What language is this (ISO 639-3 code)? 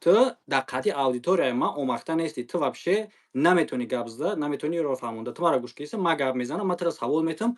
tgk